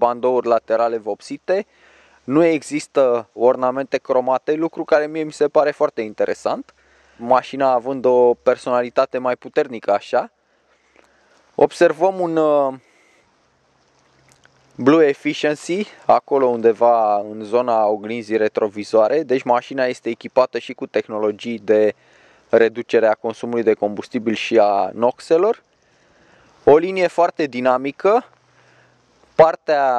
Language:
Romanian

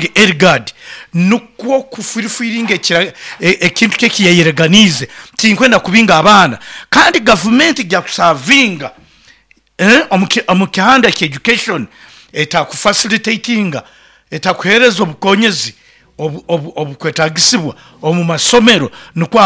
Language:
Nyoro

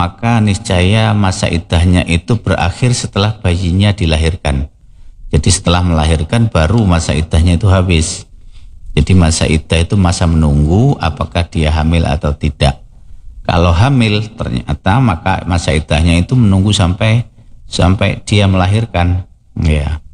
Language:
Indonesian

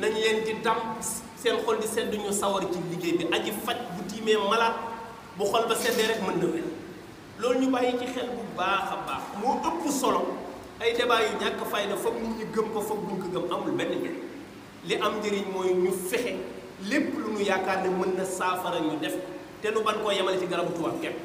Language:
Wolof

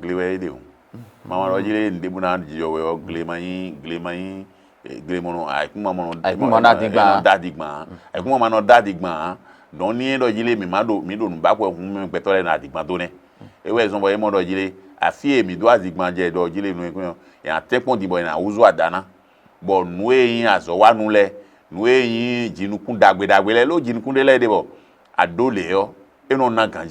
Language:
Fon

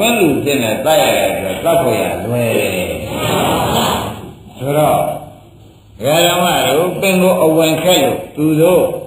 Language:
Burmese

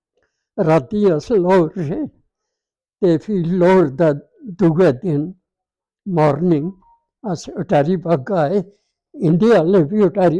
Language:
Dogri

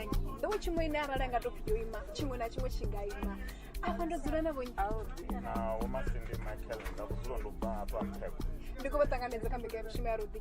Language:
Venda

